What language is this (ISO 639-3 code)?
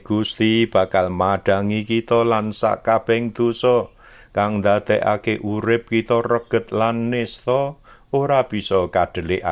jav